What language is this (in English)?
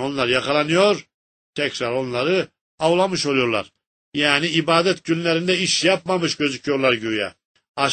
Turkish